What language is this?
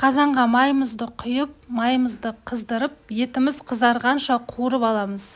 Kazakh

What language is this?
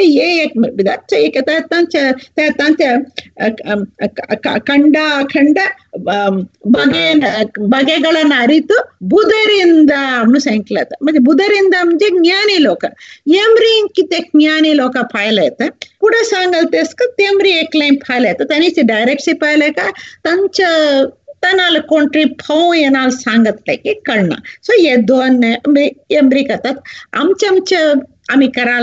Marathi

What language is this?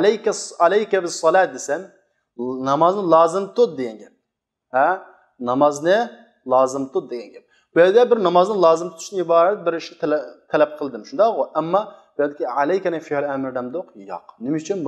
Uyghur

